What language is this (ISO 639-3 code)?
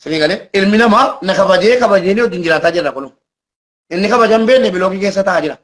orm